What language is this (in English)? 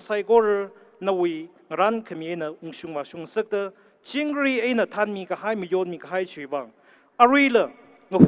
Tangkhul Naga (India)